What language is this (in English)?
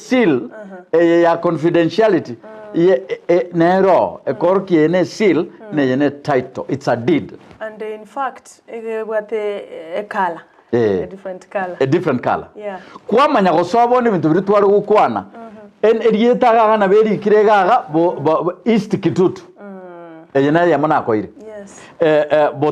Gusii